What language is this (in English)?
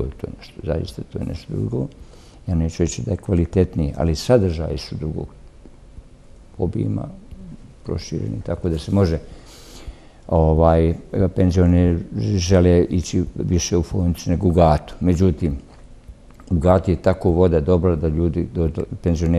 Bosnian